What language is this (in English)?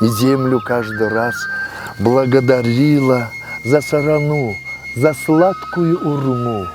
Buriat